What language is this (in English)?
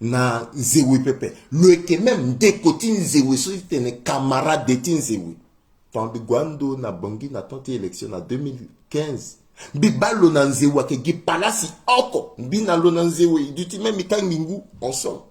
Sango